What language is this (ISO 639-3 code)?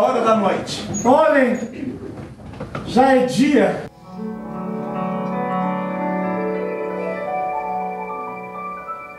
por